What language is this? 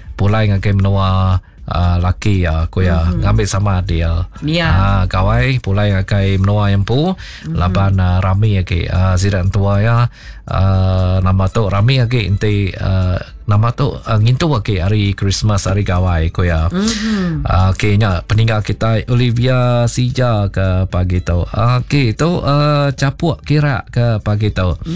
Iban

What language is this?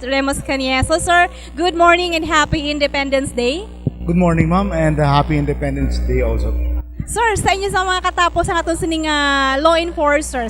Hiligaynon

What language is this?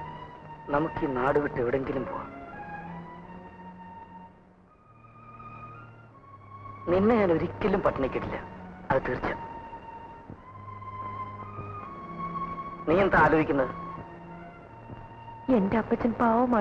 Malayalam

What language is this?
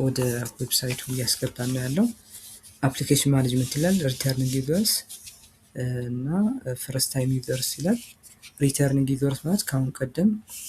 Amharic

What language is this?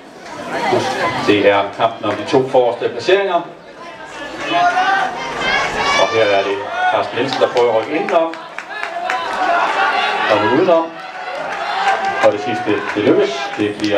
Danish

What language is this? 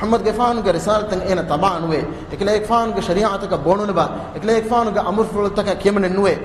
Divehi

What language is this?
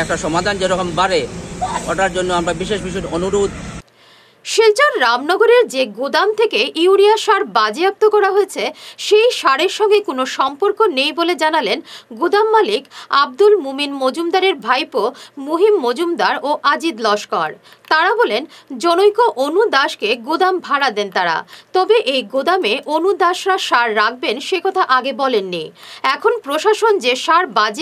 Bangla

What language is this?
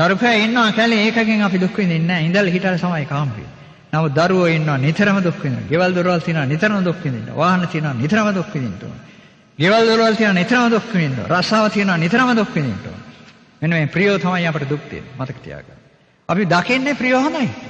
Sinhala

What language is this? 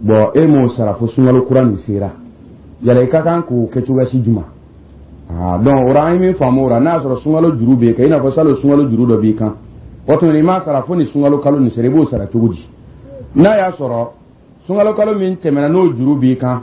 Dyula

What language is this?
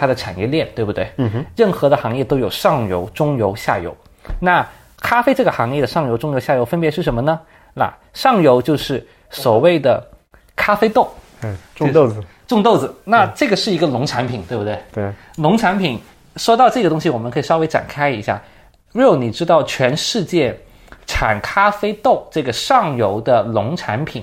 Chinese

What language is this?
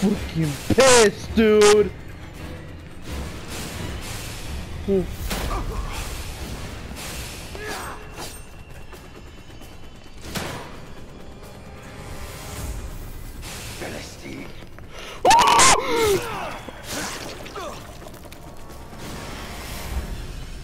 English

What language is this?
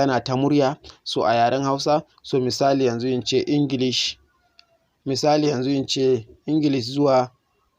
Hausa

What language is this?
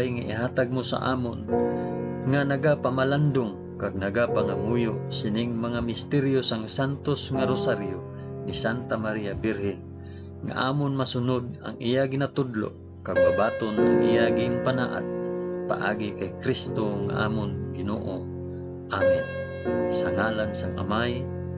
Hiligaynon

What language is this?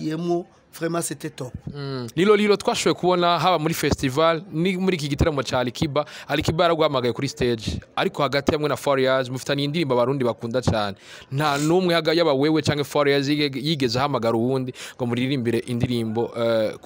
Rundi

